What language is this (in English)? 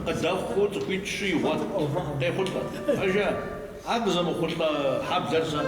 Kabardian